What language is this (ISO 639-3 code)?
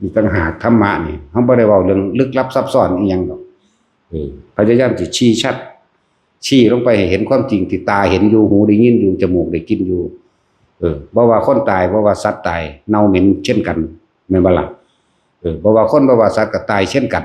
tts